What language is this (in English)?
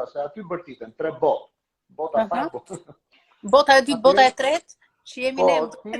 Albanian